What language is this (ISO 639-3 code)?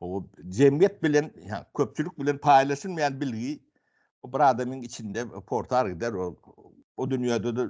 tuk